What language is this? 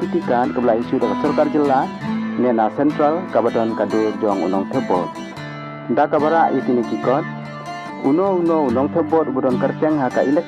Khasi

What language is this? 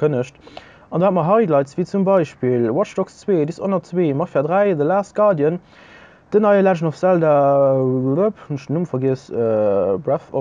Luxembourgish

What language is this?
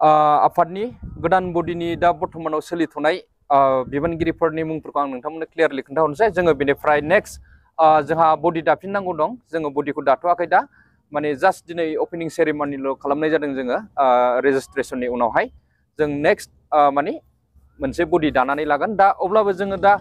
Bodo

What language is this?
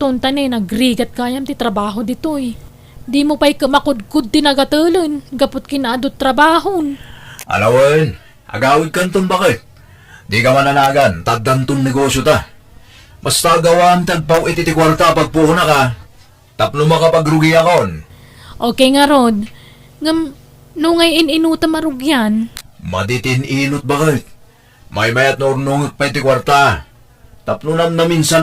Iloko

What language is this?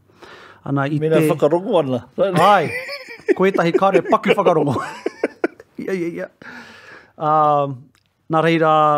Māori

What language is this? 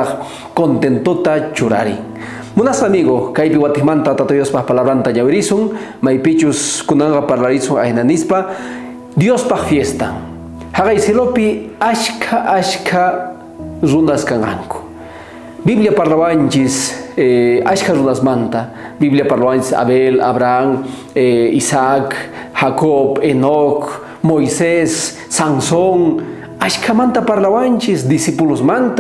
South Bolivian Quechua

